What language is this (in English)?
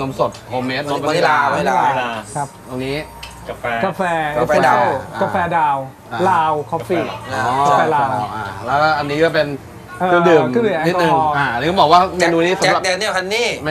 Thai